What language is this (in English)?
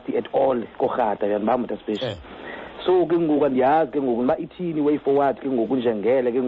Xhosa